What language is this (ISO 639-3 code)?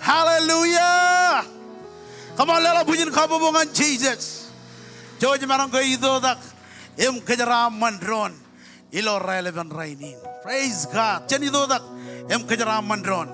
mah